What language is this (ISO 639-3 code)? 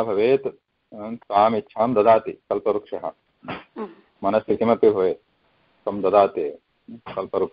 san